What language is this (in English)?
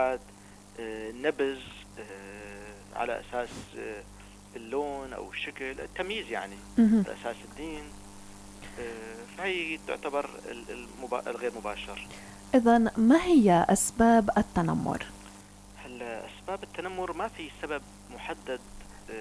North Levantine Arabic